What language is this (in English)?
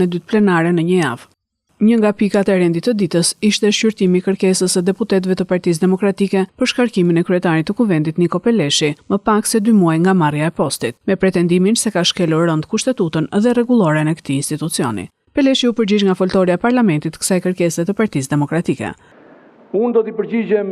Albanian